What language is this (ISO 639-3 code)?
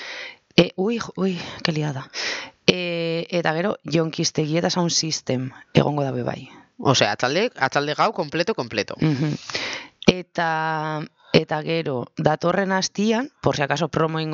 eus